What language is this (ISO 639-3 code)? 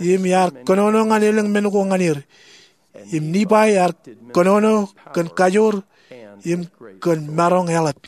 mah